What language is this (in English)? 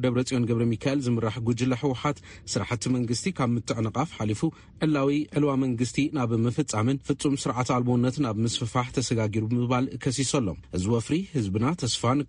Tigrinya